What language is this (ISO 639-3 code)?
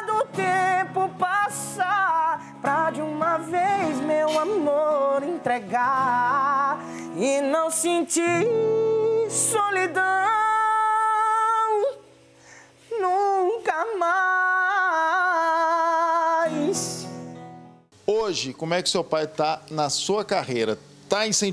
por